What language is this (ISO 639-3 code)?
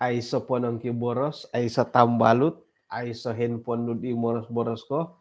dtp